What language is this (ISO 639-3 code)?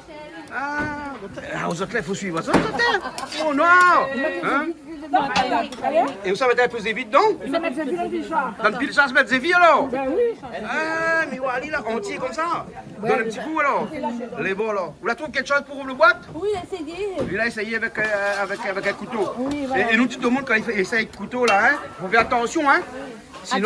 rcf